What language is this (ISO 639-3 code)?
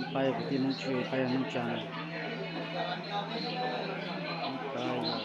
hmn